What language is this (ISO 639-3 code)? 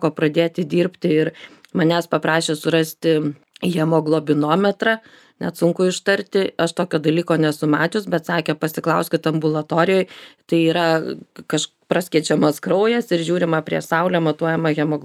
lit